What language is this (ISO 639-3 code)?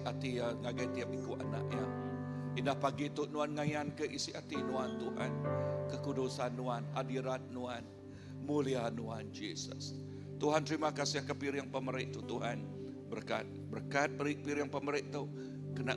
iba